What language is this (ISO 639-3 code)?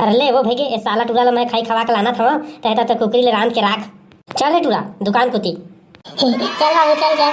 hne